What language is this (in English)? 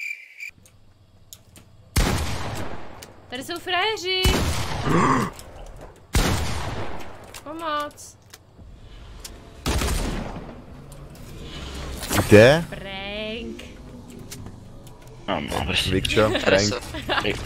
Czech